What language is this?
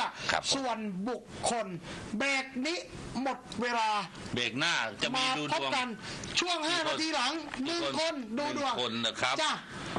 Thai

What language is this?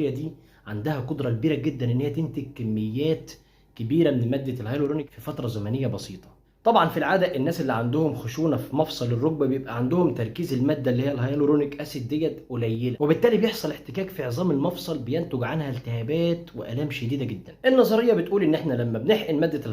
Egyptian Arabic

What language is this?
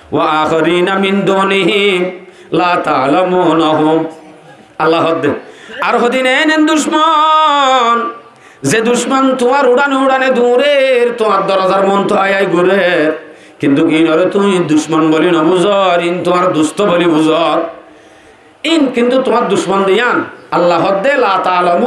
Rohingya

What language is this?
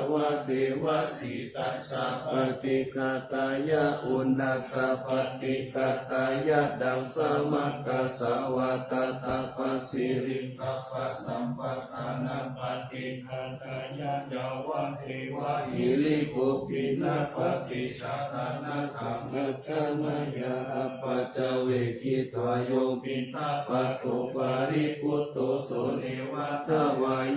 Pali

